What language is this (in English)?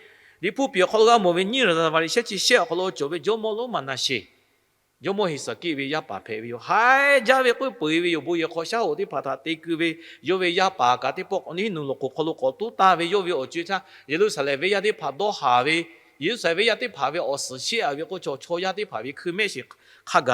Lahu